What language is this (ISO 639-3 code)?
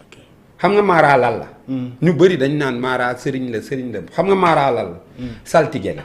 wol